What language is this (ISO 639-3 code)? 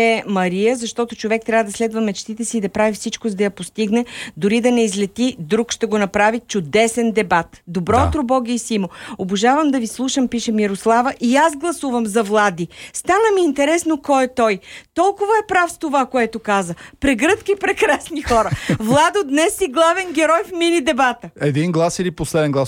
bul